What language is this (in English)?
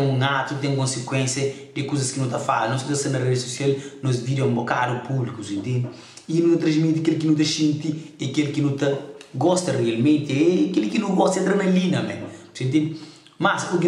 Kabuverdianu